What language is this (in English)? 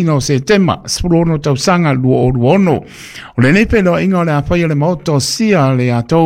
Samoan